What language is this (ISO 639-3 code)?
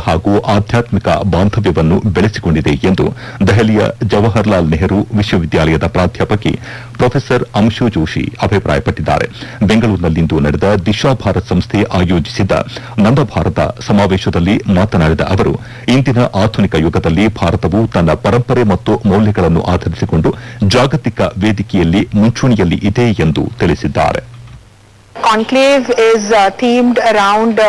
kan